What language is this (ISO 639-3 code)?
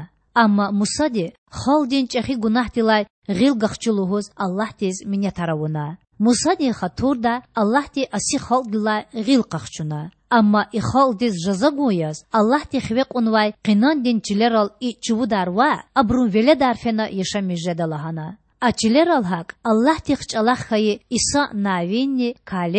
lez